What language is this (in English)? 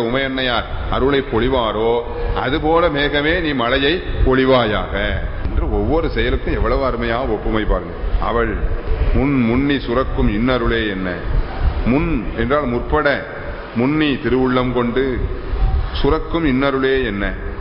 Tamil